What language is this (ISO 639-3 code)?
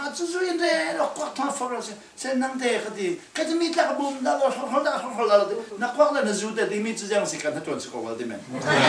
cfm